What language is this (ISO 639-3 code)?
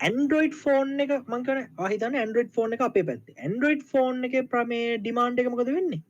sin